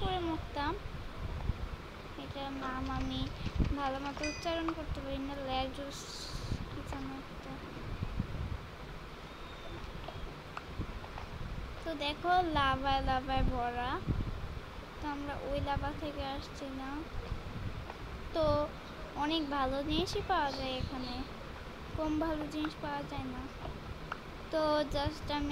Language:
Bangla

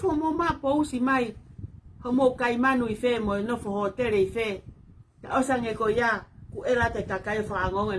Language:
Tongan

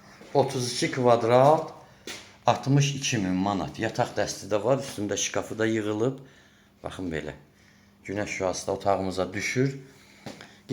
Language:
Azerbaijani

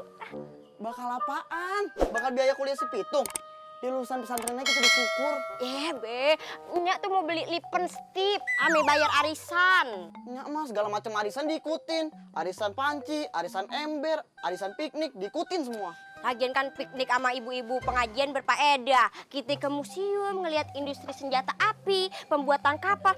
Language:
Betawi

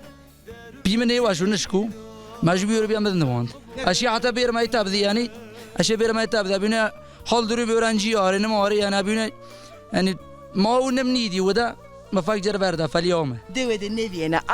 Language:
Zaza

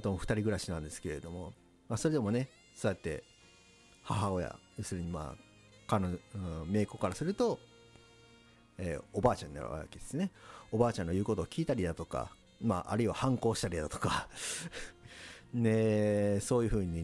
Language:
Japanese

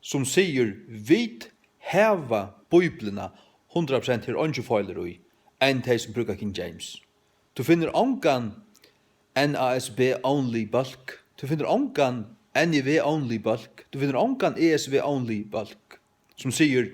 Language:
Faroese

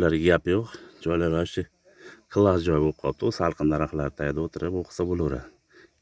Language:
Uzbek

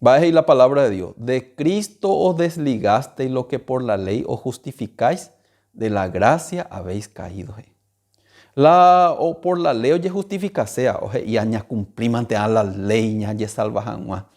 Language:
Guarani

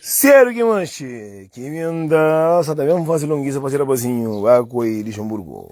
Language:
Kabuverdianu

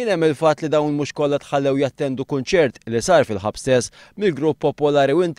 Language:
Maltese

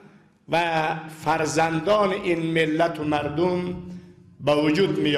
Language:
Persian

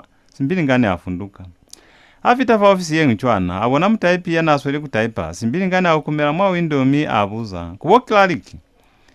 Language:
Lozi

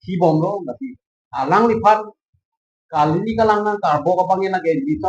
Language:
Karbi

